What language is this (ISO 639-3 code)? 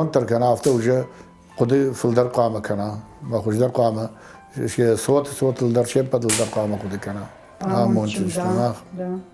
oss